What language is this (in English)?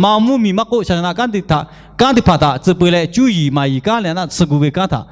Lahu